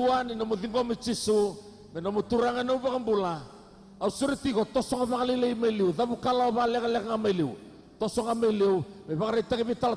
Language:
Fijian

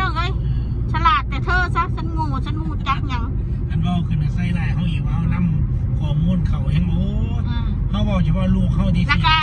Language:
Northeastern Thai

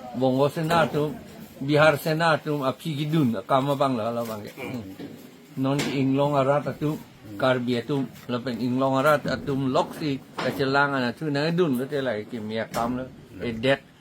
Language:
Karbi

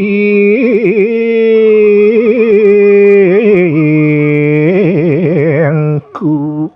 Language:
Balinese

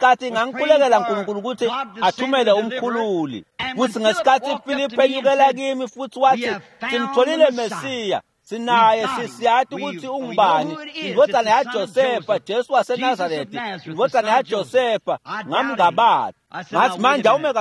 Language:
Swati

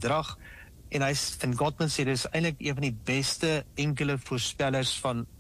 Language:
Afrikaans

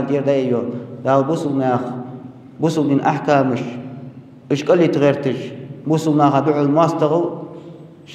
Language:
Ingush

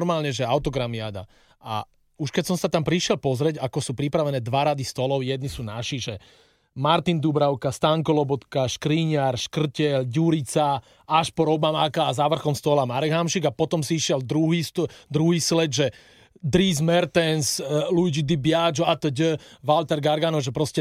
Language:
Slovak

